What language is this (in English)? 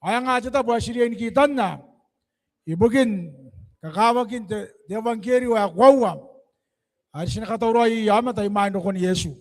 Gilbertese